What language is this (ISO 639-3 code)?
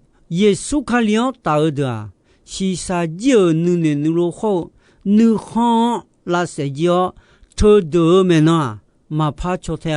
ahk